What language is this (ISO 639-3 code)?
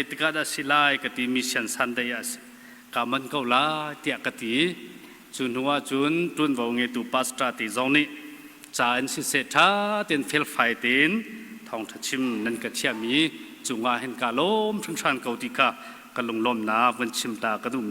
cnh